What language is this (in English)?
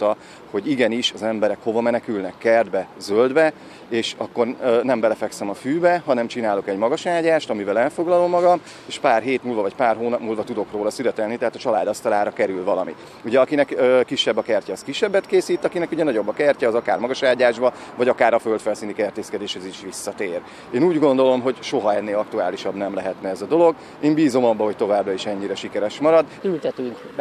Hungarian